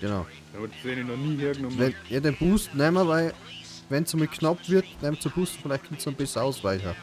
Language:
Bavarian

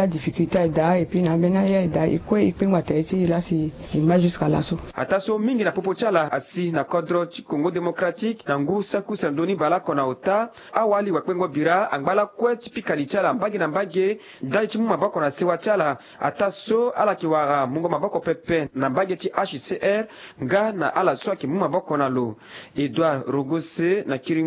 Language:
Sango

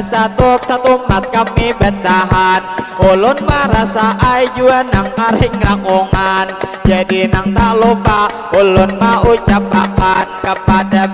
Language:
Banjar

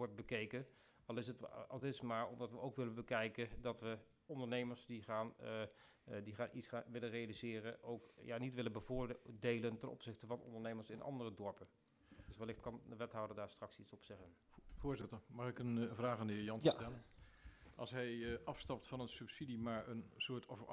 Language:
Dutch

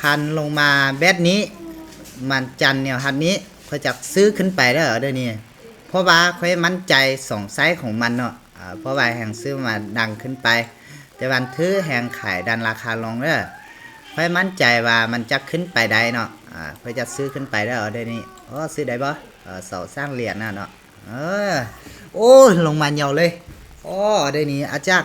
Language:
Lao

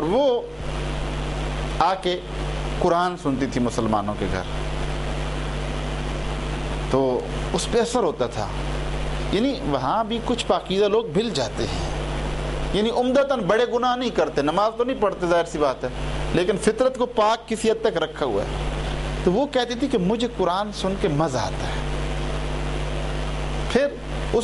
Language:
Urdu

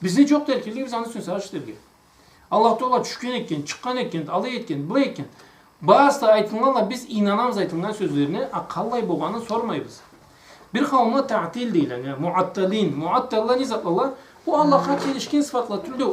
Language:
Karachay-Balkar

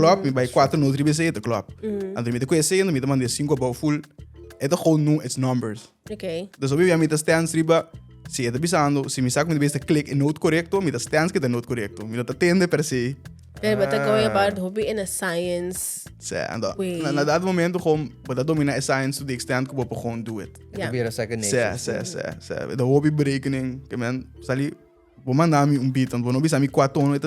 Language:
Papiamento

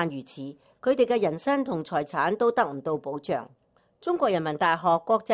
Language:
Cantonese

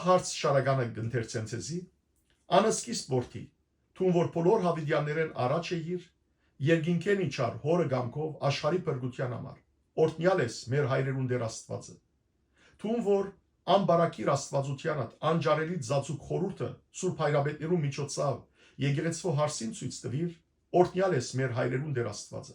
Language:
Western Armenian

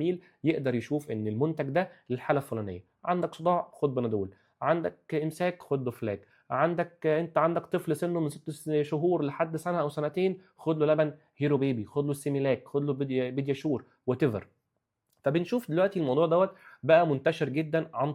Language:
Egyptian Arabic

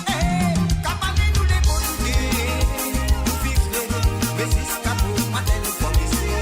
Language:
Morisyen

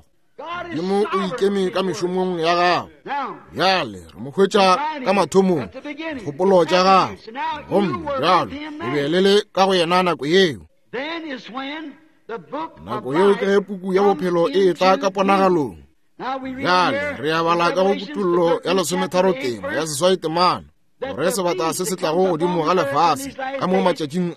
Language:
Northern Sotho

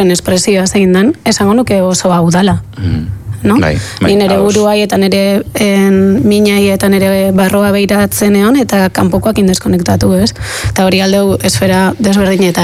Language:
Basque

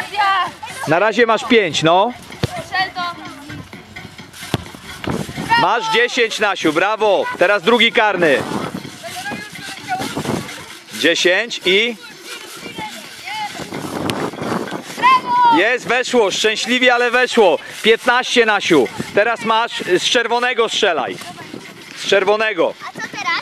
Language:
Polish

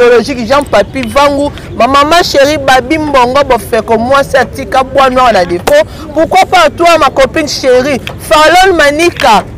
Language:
Lingala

